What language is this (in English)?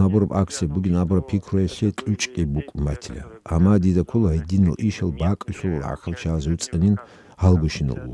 Avaric